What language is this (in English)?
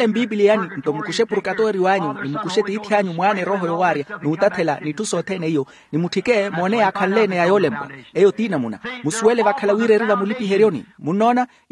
Makhuwa